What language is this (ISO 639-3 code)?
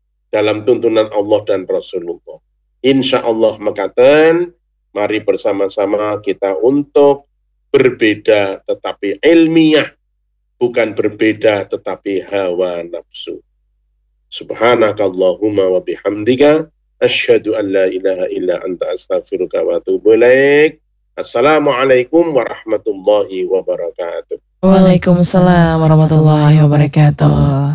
ind